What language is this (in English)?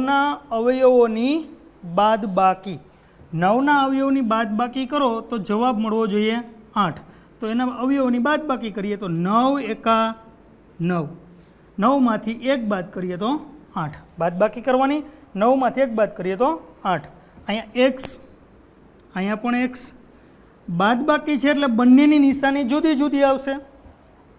Gujarati